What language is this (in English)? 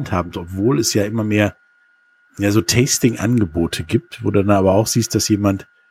German